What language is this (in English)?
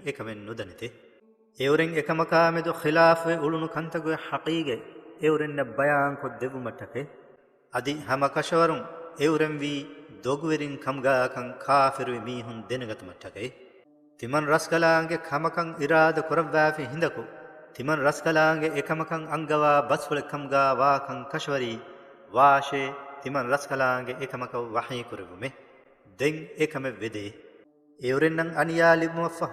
Divehi